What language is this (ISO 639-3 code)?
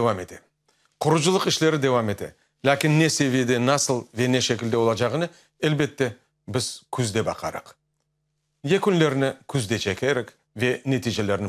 crh